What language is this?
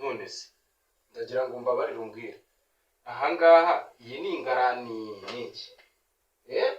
Kinyarwanda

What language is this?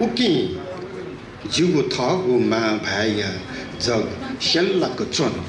Newari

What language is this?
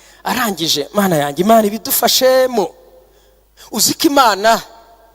Kinyarwanda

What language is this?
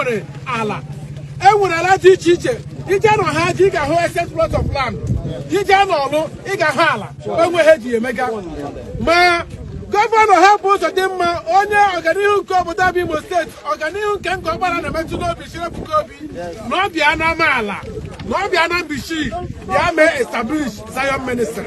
Igbo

